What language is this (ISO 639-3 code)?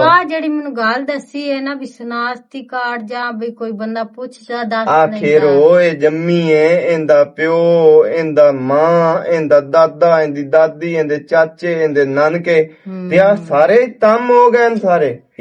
lah